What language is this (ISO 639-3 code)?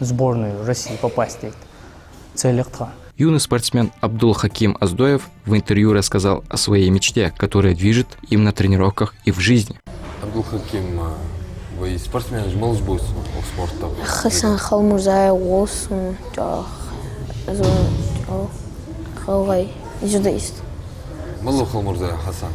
inh